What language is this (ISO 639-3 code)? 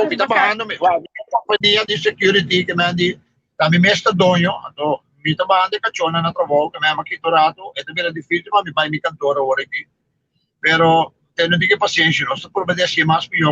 pap